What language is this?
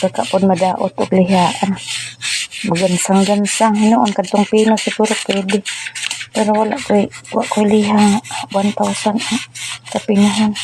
Cebuano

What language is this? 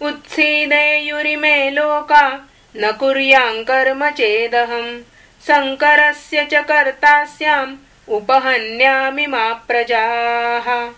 Sanskrit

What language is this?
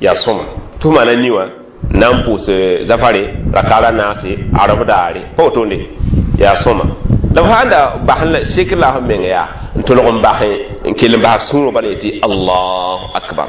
Mossi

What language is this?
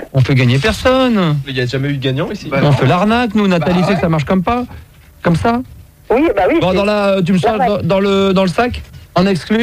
French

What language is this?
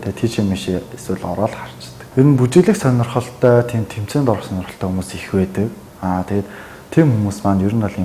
Mongolian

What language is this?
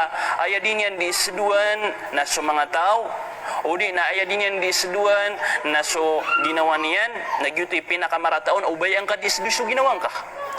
Maranao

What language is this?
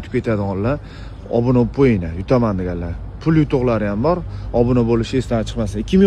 Uzbek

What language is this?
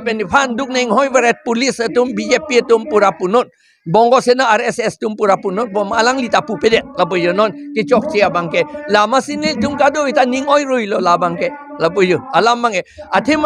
Karbi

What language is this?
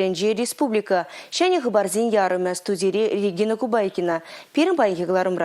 Chuvash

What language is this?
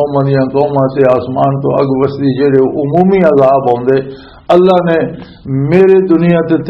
Western Panjabi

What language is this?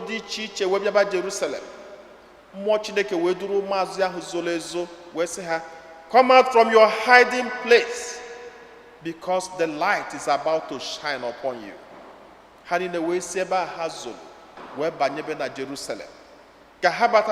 Igbo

